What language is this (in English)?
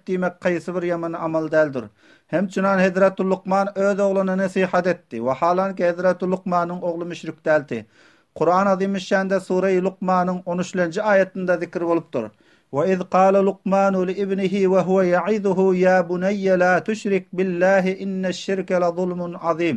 Turkmen